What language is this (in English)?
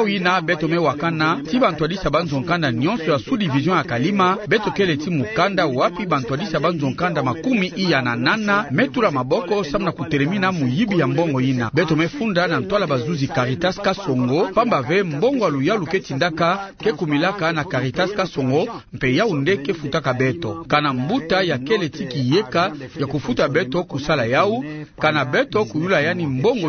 Kituba (Democratic Republic of Congo)